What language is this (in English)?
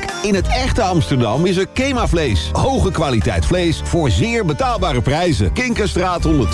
Dutch